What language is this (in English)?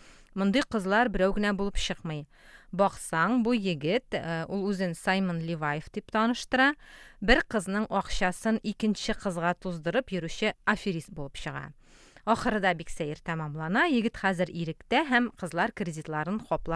Tatar